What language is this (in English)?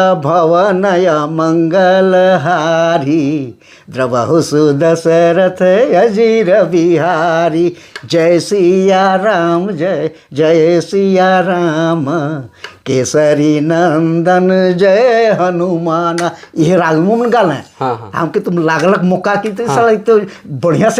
Sadri